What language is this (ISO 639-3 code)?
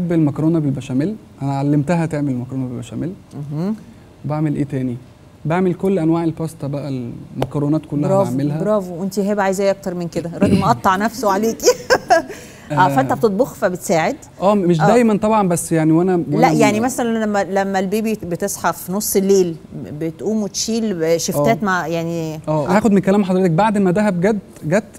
arz